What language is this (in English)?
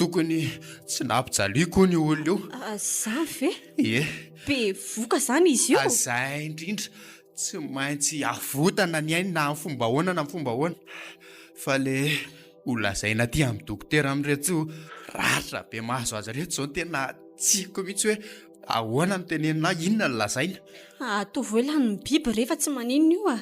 Malagasy